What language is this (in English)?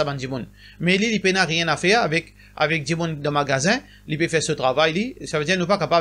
Morisyen